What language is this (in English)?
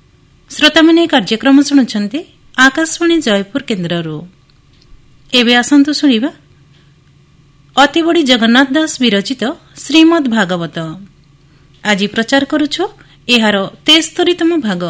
Odia